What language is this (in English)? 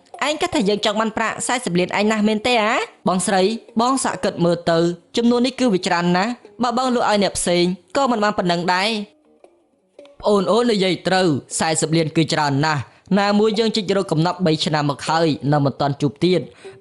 Khmer